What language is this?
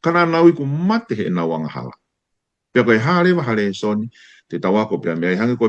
Tongan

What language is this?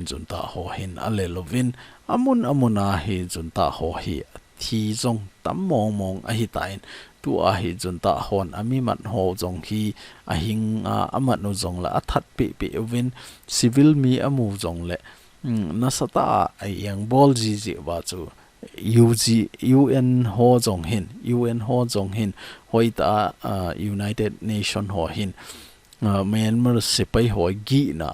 Thado Chin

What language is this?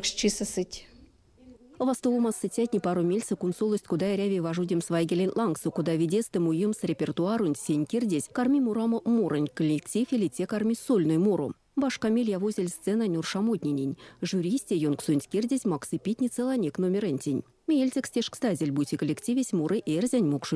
Erzya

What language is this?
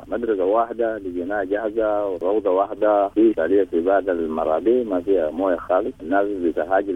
Sudanese Arabic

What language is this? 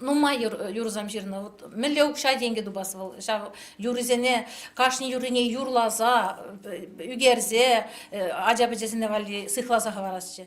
Chuvash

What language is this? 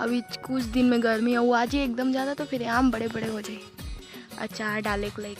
Chhattisgarhi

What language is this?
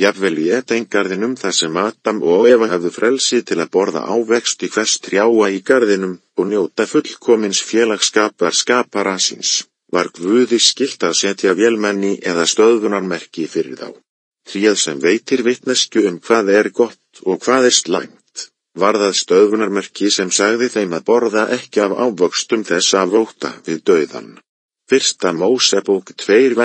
Icelandic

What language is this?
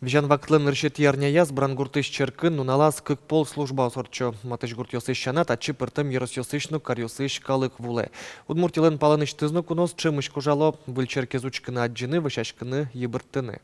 Udmurt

